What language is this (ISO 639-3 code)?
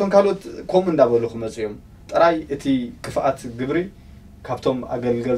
tir